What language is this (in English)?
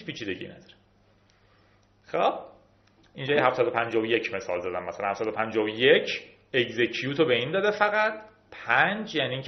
Persian